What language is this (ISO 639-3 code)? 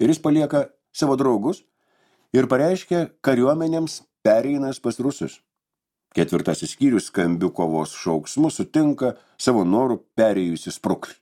lit